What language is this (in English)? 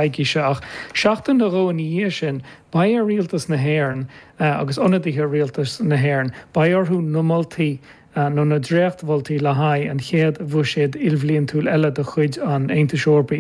Irish